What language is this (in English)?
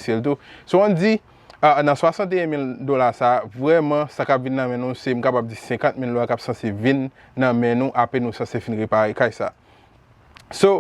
Haitian Creole